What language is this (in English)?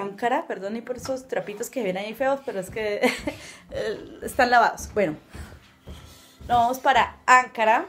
Spanish